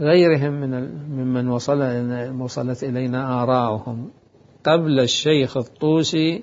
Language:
Mesopotamian Arabic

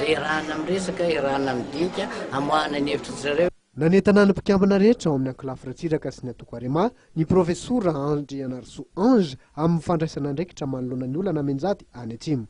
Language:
Malagasy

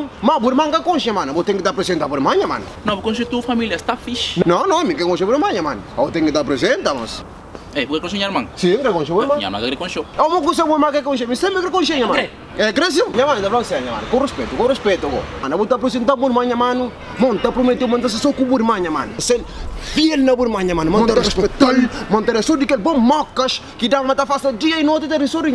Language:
Kabuverdianu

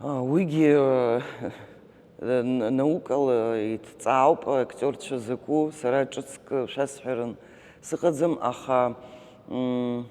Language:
Abkhazian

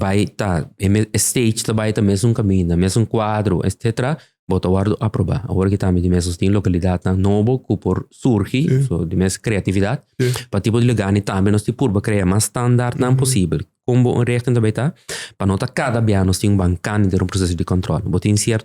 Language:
Papiamento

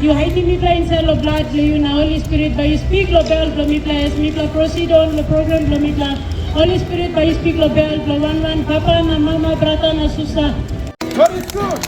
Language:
Tok Pisin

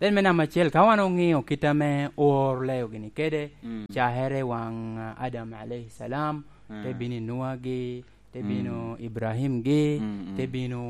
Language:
Lango (Uganda)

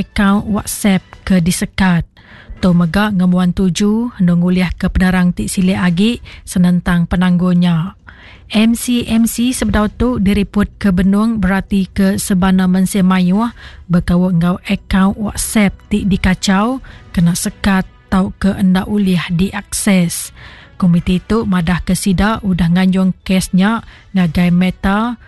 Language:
Iban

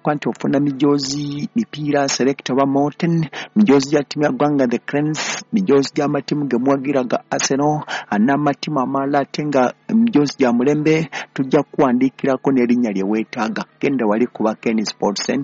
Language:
Ganda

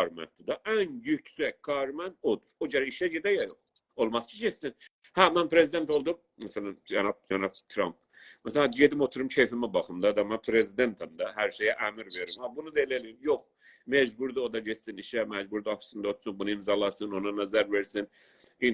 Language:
South Azerbaijani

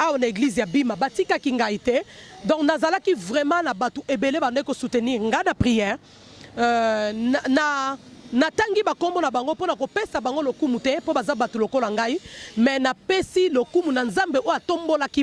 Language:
Lingala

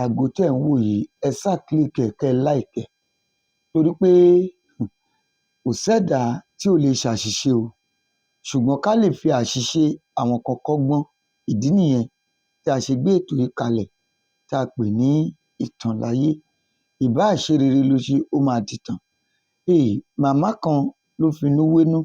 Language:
Yoruba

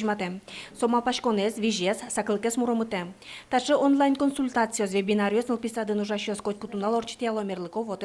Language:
Udmurt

